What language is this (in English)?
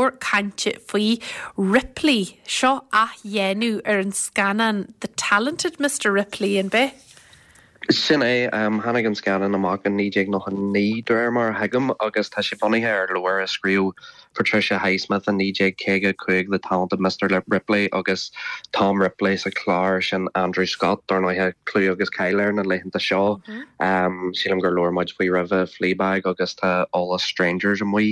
Irish